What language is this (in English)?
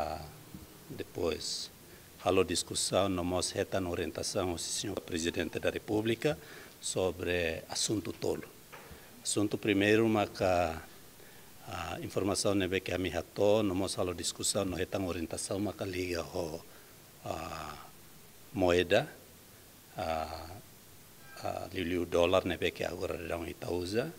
Tetum